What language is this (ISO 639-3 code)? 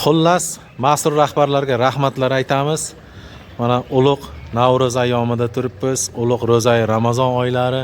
uzb